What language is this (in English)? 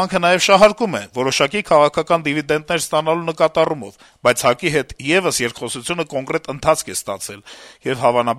Armenian